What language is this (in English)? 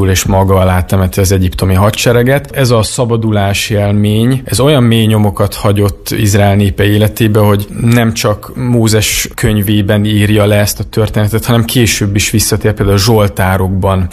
Hungarian